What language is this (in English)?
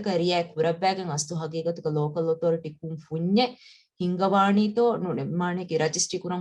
Divehi